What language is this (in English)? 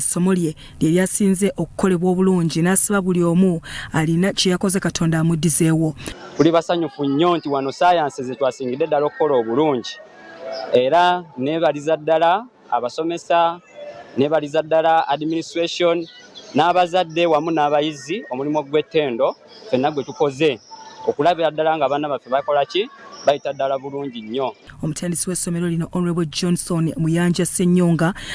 Ganda